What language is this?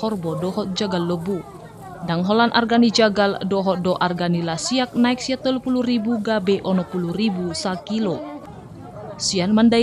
Batak Toba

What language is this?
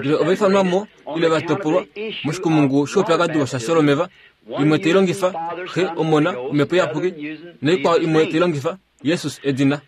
Kuanyama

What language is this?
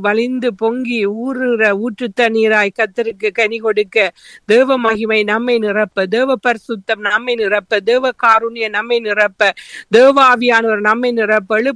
Tamil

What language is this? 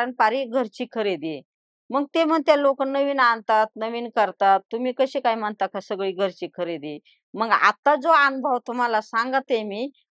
Marathi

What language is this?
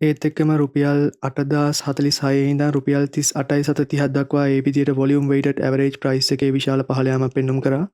Sinhala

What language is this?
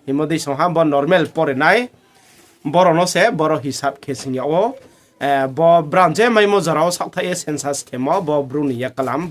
Riang (India)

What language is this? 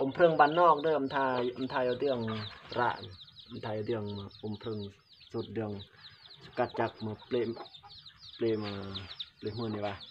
Lao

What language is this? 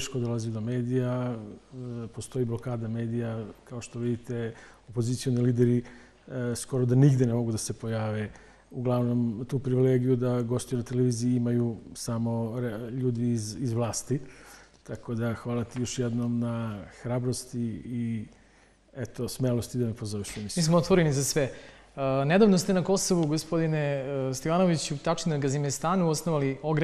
Serbian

